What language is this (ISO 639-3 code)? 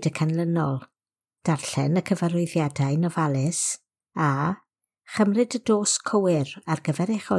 cym